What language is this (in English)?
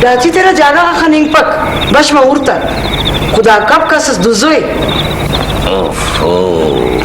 Brahui